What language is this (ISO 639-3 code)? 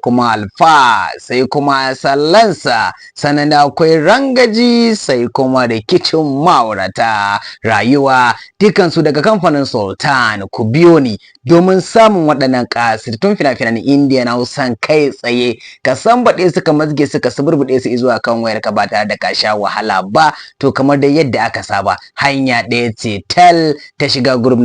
hau